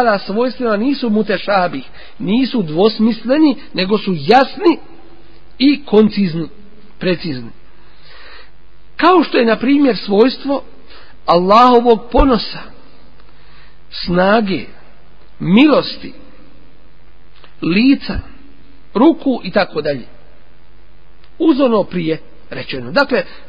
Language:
Bosnian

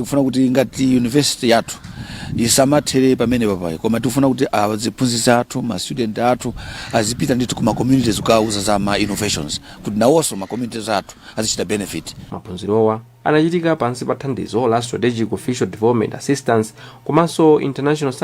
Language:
Nyanja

